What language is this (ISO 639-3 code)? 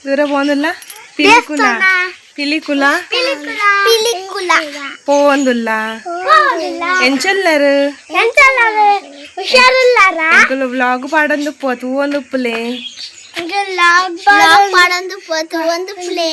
tcy